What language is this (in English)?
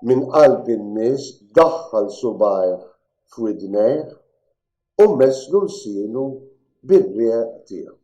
Maltese